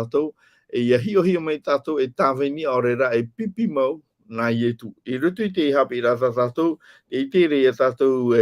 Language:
Tahitian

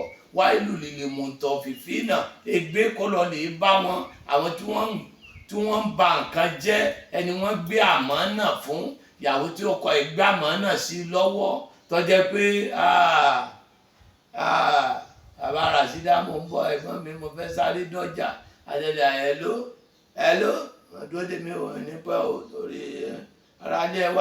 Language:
Yoruba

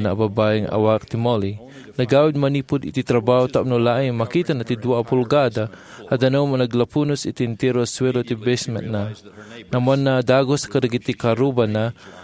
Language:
Iloko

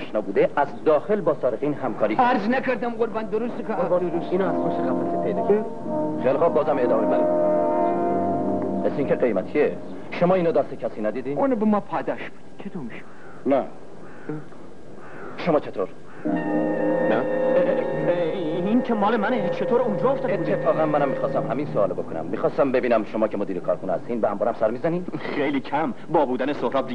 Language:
Persian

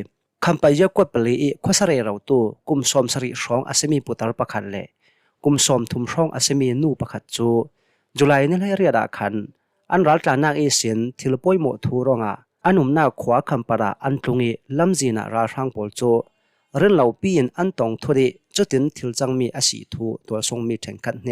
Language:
Hakha Chin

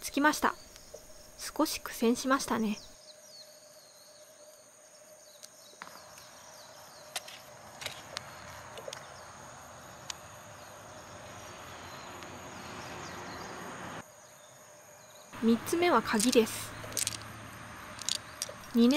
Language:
Japanese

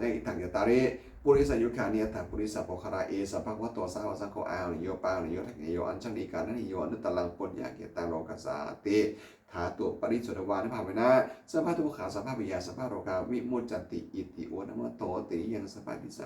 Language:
Pali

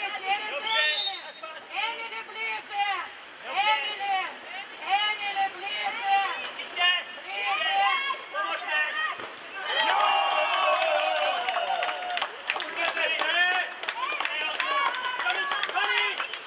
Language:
Czech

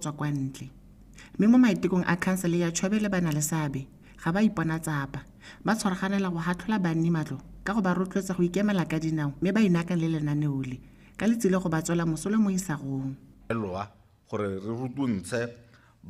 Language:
Tswana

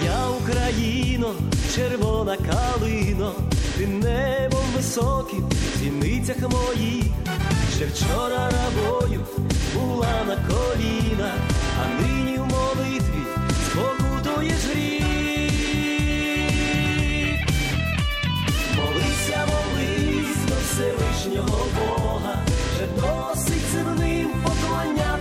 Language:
Ukrainian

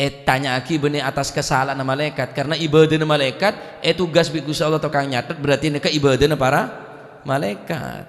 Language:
Madurese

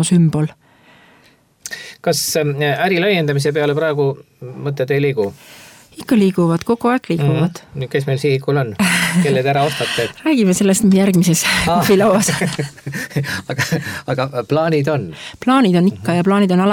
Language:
Estonian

